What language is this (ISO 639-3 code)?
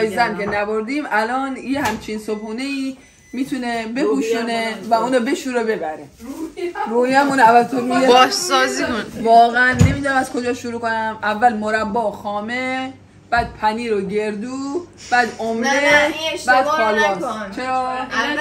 fas